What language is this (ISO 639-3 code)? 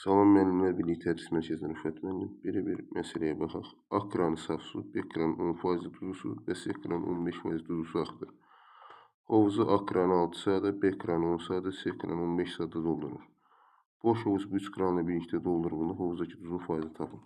aze